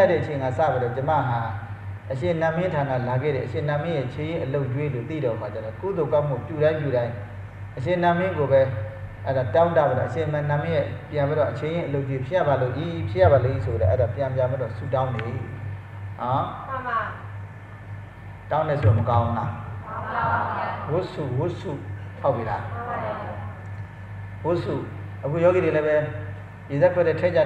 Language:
Burmese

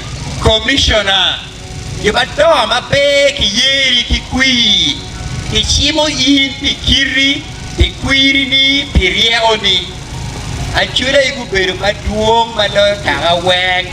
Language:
Acoli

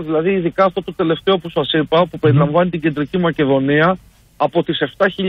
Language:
Greek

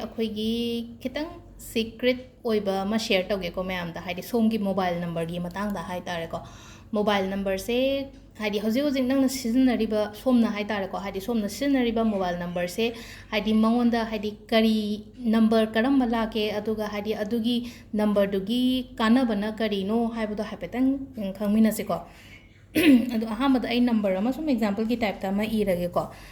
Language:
Manipuri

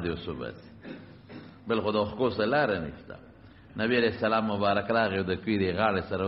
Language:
Pashto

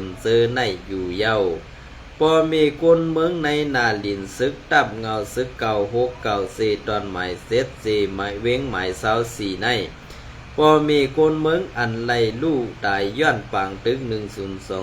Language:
Shan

